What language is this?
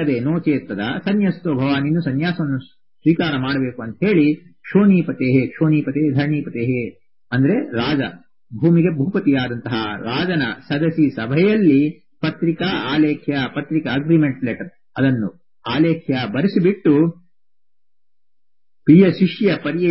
Kannada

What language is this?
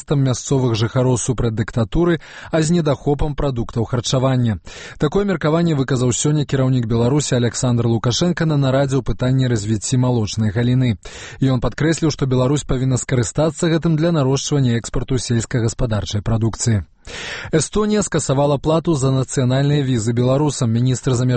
Belarusian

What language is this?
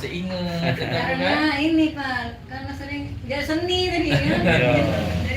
Musi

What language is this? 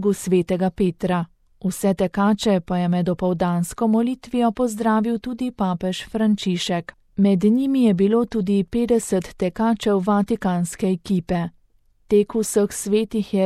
Slovenian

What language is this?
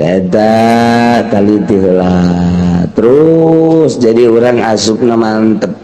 Sundanese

